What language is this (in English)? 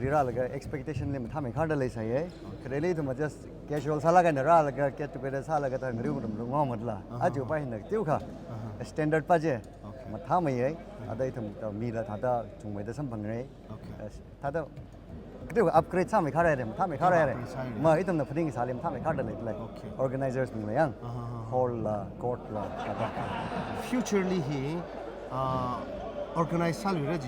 Tangkhul Naga (India)